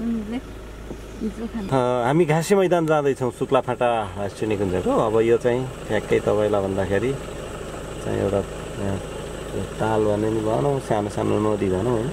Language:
Nepali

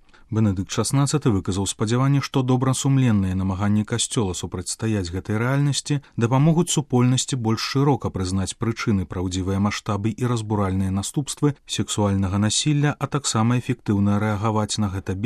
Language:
Belarusian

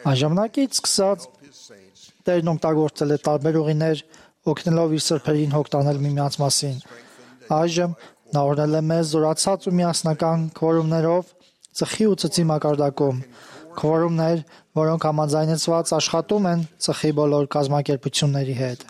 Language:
Armenian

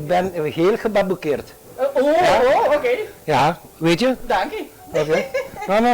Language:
Papiamento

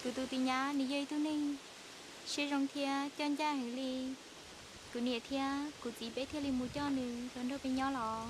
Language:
Hmong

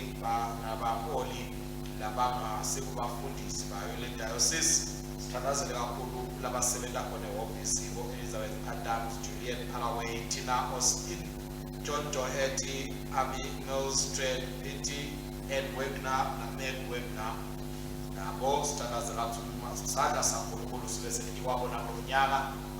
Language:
Swati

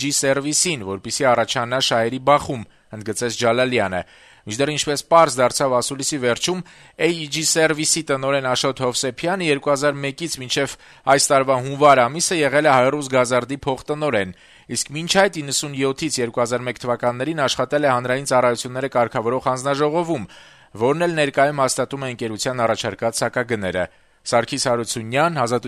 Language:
Armenian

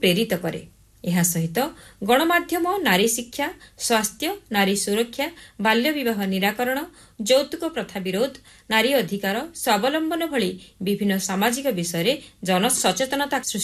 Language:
Odia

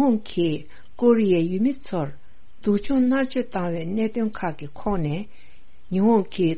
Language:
Tibetan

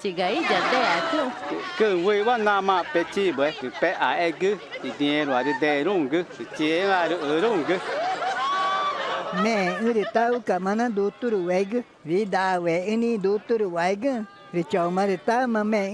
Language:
Ticuna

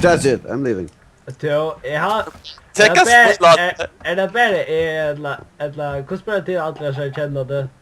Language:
Faroese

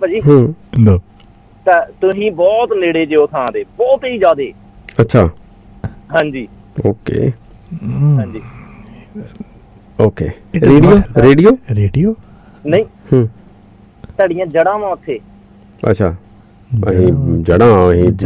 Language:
Punjabi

